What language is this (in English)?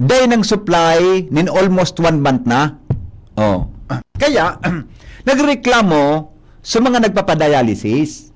Bikol